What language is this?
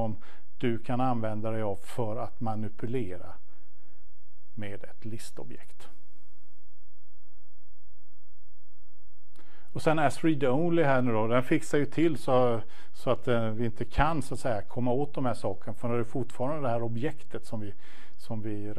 Swedish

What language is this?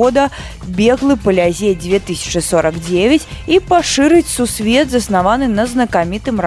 Belarusian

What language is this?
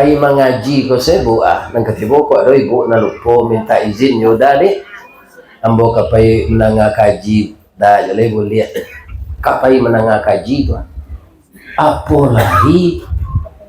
Minangkabau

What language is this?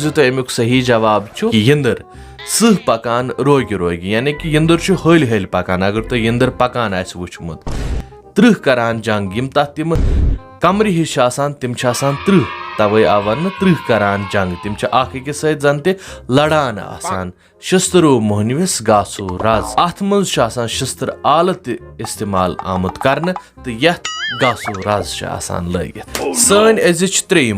Kashmiri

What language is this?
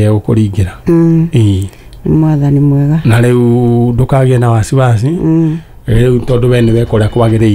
Kikuyu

